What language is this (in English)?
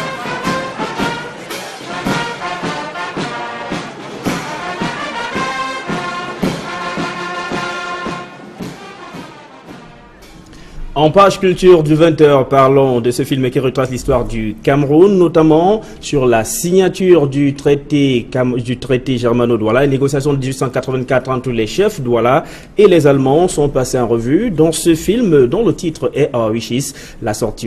French